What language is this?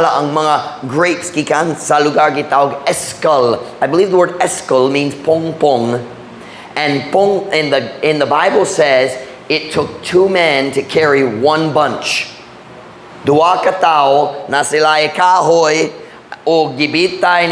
Cebuano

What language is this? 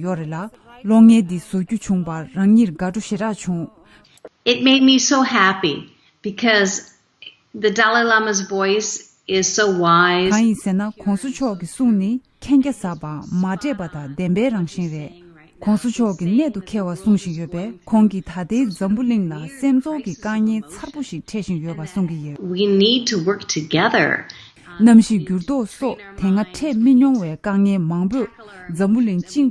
Tibetan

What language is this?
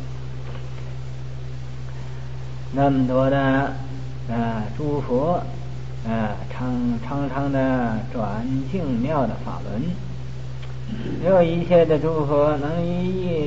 Chinese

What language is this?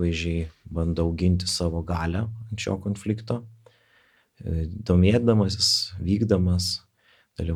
Lithuanian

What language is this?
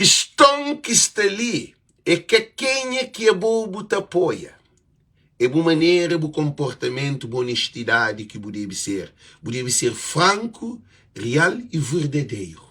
Kabuverdianu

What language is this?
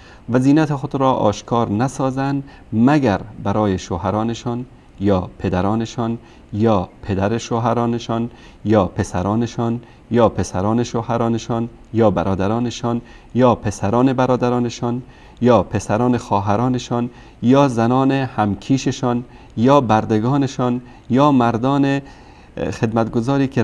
Persian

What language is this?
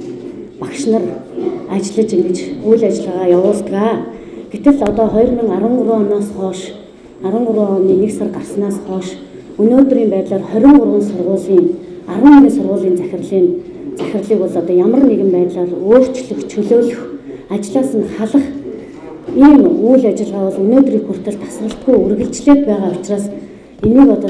Mongolian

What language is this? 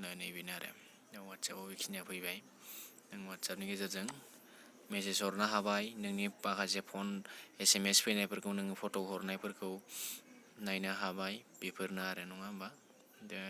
Bodo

